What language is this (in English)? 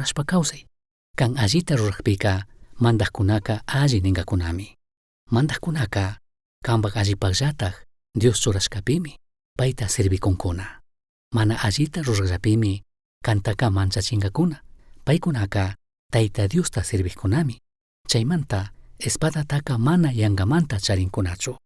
Chimborazo Highland Quichua